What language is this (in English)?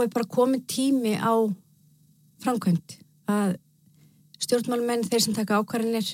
Icelandic